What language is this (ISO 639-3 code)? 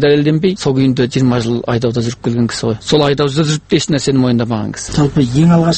kaz